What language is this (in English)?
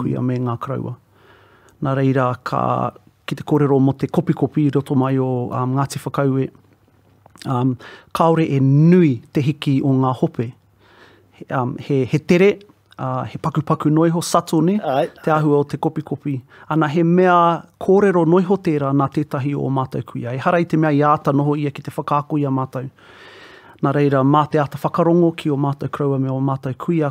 Māori